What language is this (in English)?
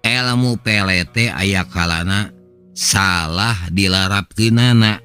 Sundanese